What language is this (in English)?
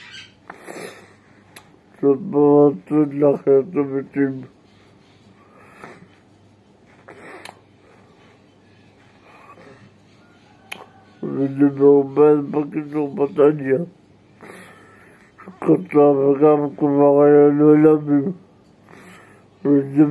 Hebrew